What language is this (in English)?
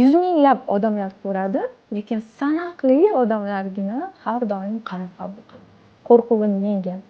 Uzbek